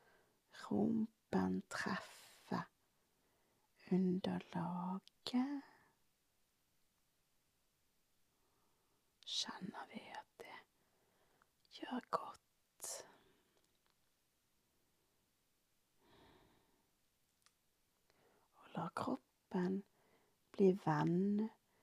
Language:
Norwegian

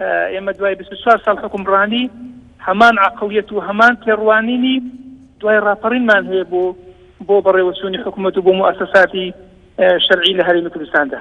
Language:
Central Kurdish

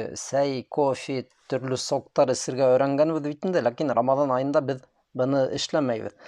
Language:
Bashkir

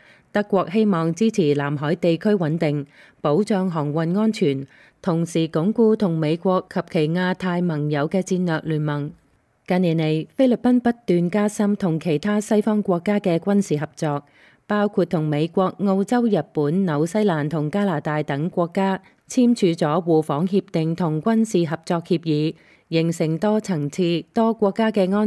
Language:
Cantonese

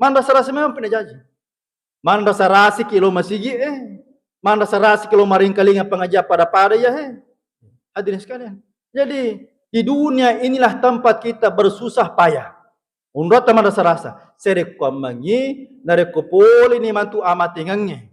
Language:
Buginese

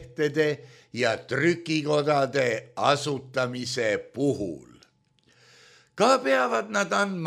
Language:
Estonian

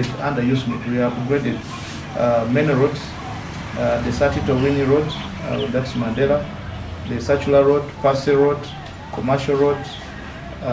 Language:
Nyankole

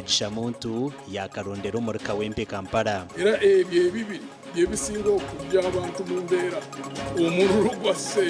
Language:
Nyankole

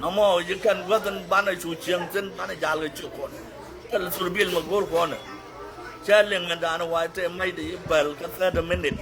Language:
Nuer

